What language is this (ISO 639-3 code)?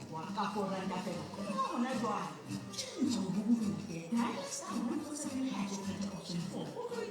sot